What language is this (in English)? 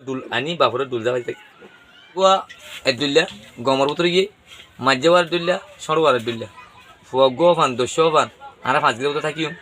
Rohingya